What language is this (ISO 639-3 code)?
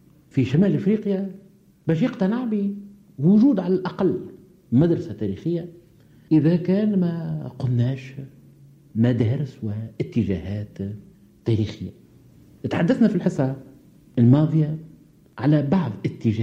aeb